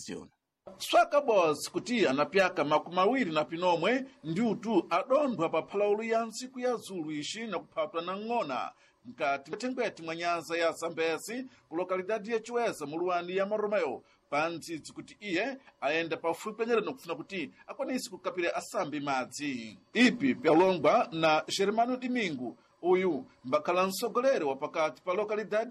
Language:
Sena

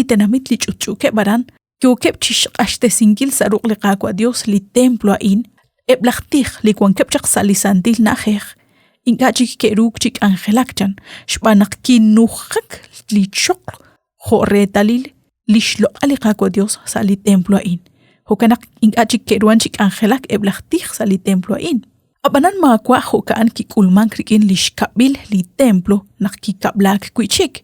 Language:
Kekchí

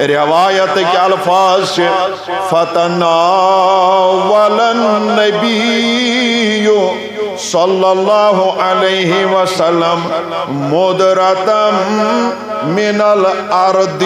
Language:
Kashmiri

